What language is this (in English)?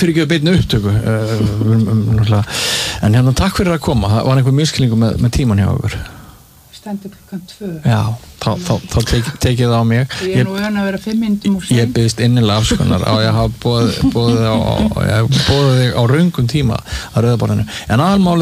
Icelandic